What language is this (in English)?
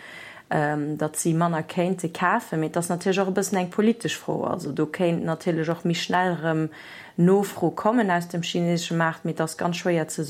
Luxembourgish